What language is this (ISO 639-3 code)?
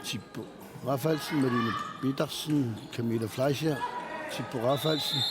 kal